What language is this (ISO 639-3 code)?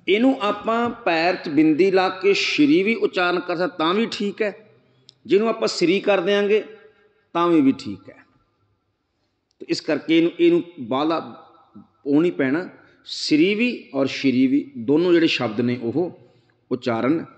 pan